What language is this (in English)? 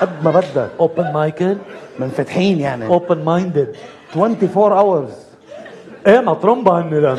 North Levantine Arabic